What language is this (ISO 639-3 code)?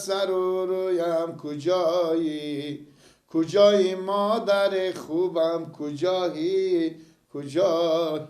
fas